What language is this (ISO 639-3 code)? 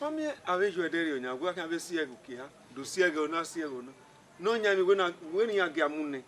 bin